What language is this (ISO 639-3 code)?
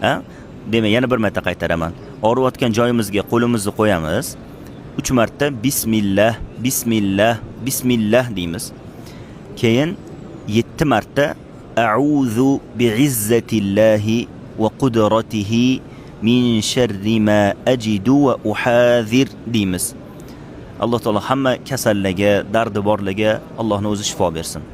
uzb